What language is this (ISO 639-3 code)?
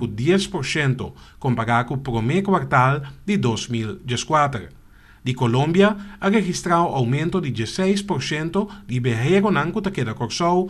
pap